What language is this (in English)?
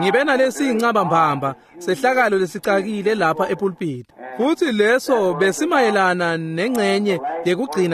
Swati